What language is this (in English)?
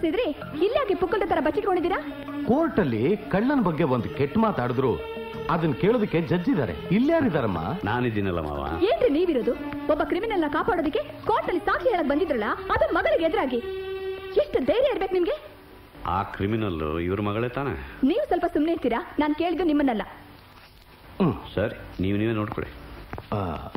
Kannada